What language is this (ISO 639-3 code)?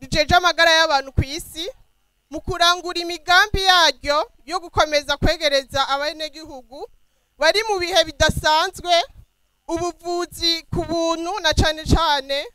run